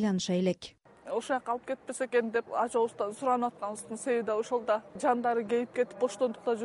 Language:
Kyrgyz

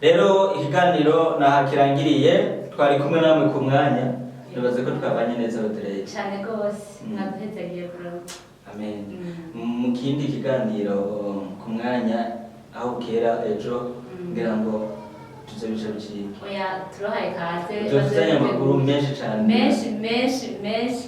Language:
Rundi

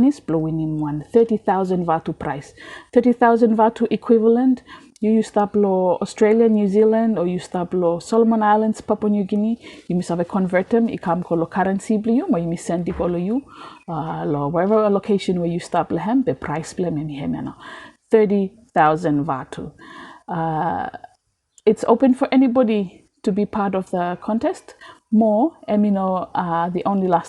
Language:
Bislama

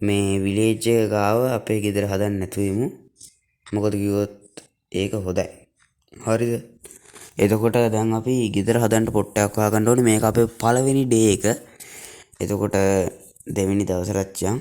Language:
Sinhala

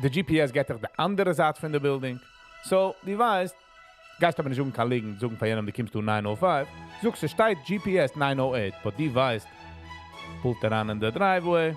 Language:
Yiddish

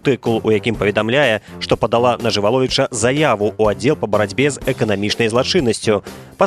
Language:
Belarusian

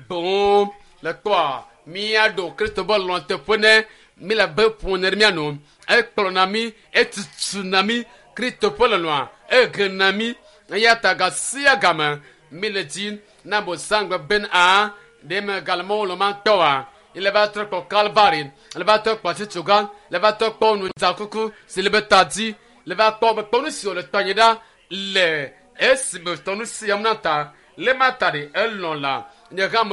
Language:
Ewe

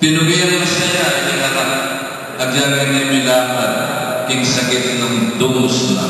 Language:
Pampanga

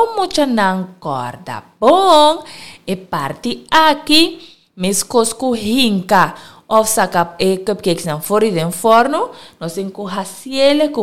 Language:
Papiamento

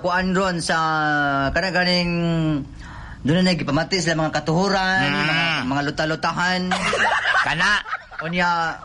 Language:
Cebuano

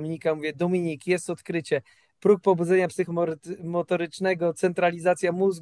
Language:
Polish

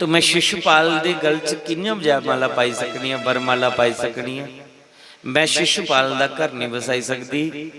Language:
Dogri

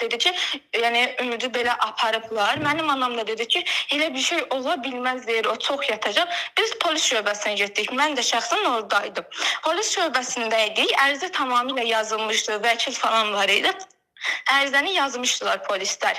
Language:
Azerbaijani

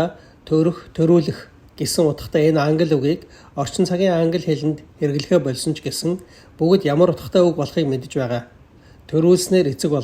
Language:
Mongolian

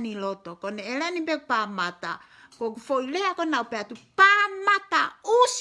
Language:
Tongan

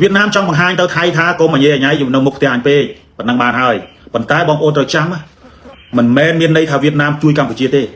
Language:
Khmer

